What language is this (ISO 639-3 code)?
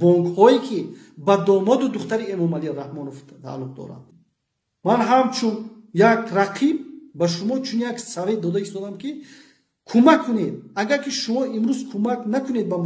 tgk